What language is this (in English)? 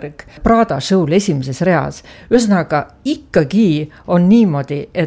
Estonian